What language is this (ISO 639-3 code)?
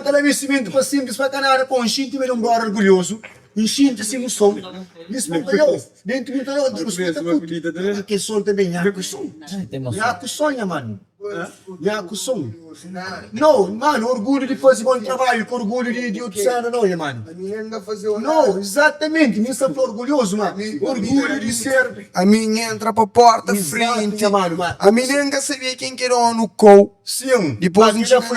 kea